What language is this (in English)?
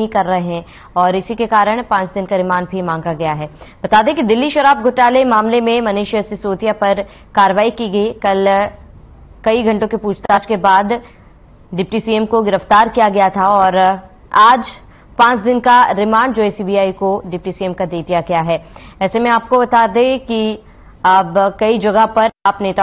Hindi